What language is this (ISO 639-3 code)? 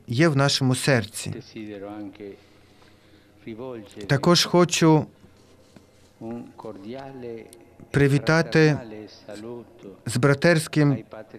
ukr